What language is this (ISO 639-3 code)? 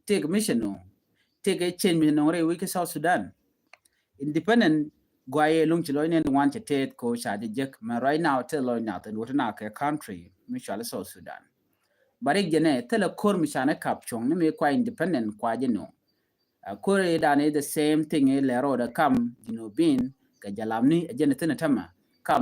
nus